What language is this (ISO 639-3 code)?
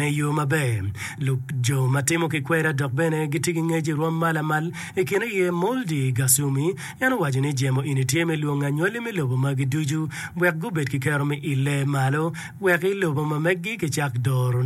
ach